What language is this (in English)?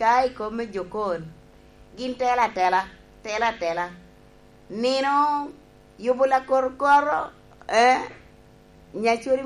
Lango (Uganda)